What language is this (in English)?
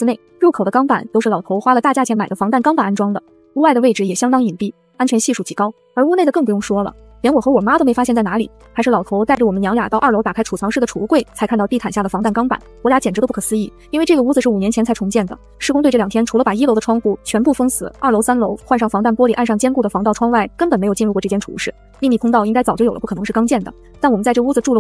Chinese